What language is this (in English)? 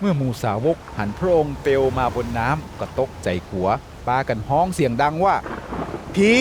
Northern Thai